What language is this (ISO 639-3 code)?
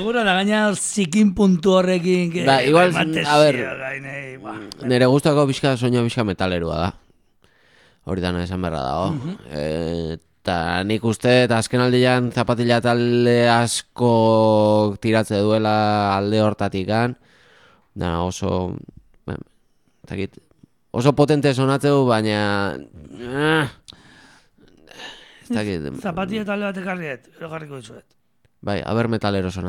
eus